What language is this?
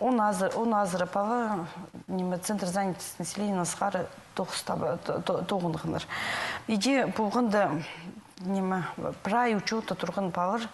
Khakas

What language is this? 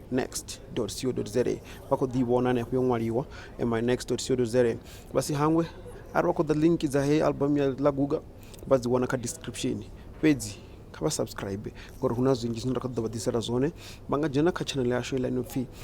Venda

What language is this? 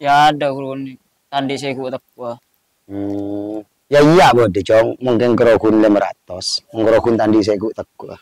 Madurese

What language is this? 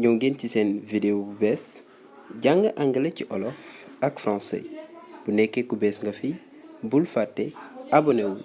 Wolof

